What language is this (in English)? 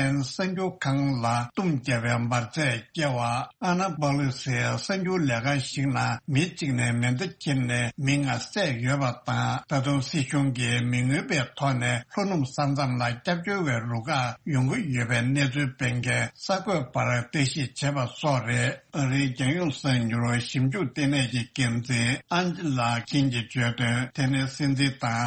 Tibetan